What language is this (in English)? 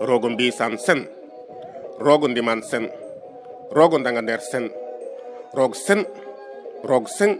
Serer